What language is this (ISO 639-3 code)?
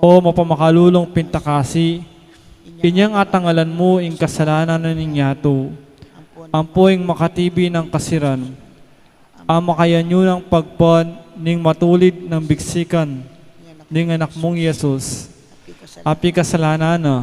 pam